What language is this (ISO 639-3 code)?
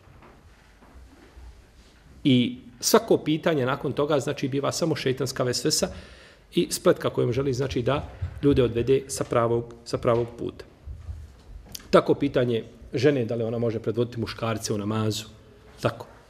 bos